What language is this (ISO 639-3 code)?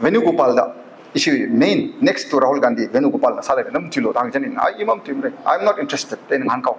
nmf